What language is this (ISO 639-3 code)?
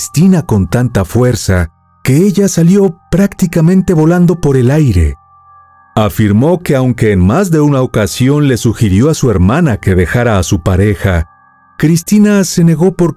spa